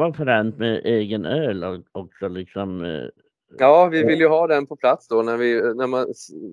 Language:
Swedish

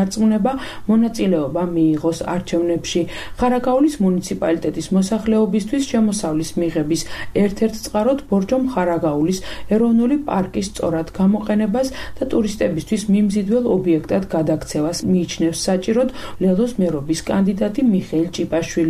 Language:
Georgian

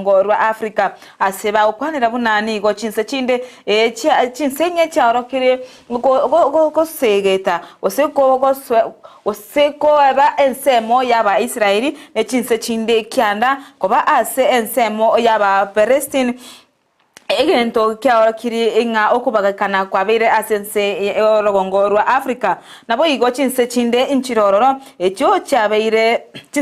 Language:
Gusii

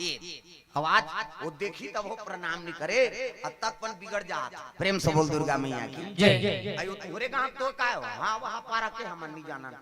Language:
Chhattisgarhi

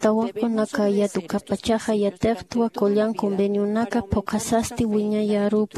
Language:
Aymara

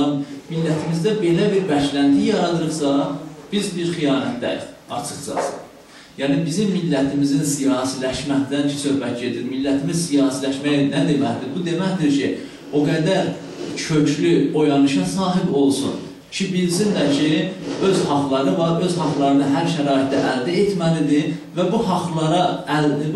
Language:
South Azerbaijani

